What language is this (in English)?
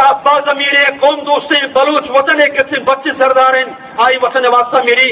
Eastern Balochi